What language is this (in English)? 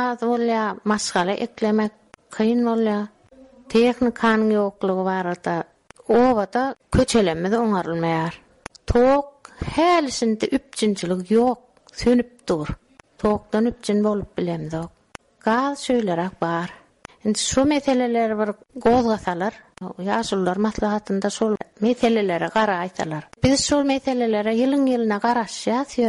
Turkmen